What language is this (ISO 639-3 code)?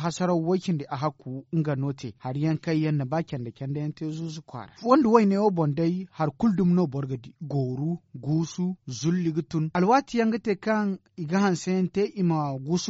dje